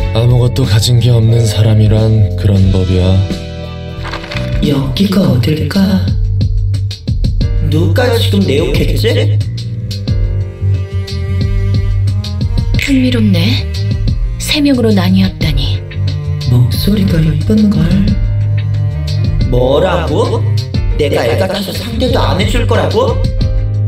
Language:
Korean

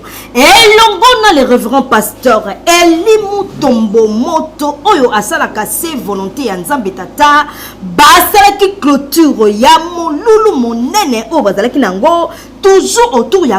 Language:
Lingala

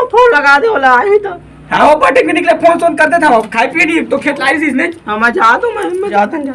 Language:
Chhattisgarhi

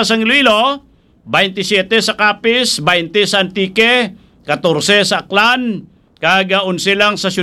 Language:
Hiligaynon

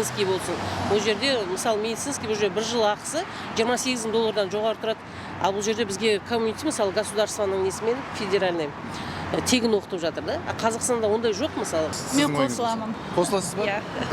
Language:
Kazakh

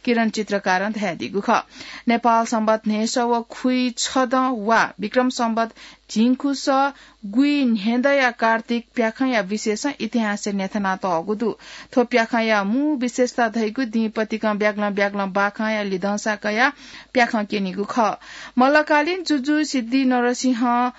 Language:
Newari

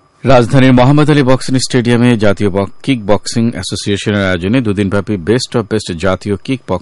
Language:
Bangla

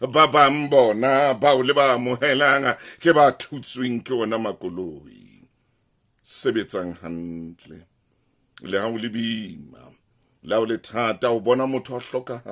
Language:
Southern Sotho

